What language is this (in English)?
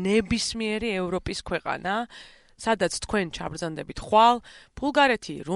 Georgian